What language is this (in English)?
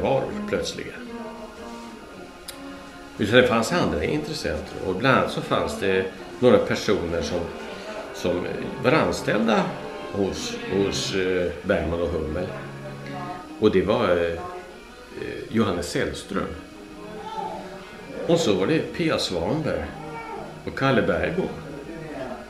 Swedish